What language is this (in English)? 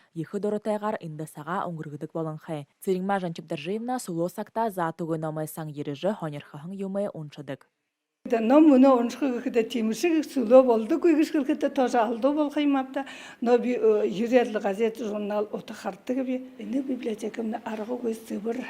Buriat